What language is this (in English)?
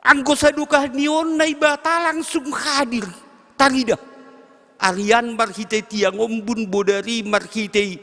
Batak Simalungun